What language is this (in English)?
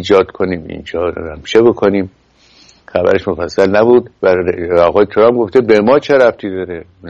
Persian